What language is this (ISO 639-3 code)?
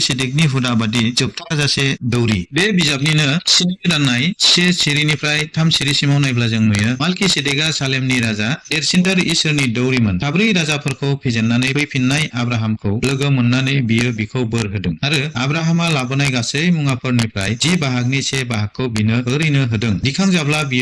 brx